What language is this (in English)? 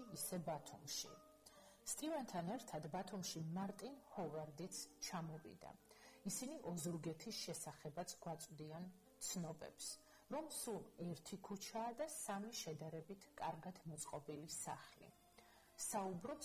Georgian